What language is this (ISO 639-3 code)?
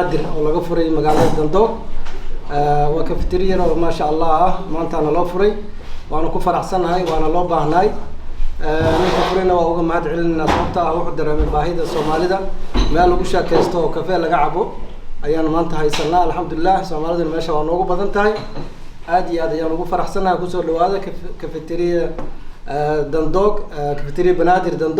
som